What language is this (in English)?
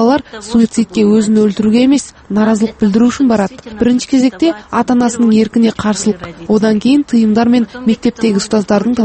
Kazakh